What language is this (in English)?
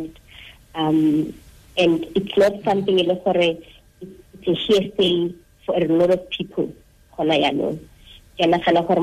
Tswana